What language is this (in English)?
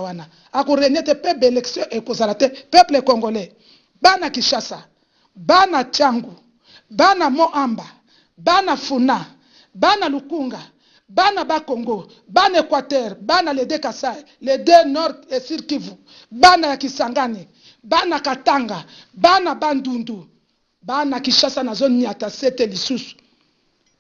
Lingala